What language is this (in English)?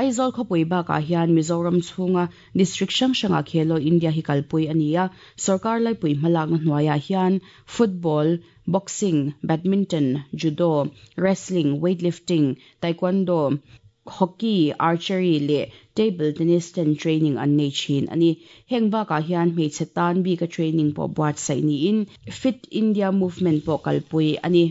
Mizo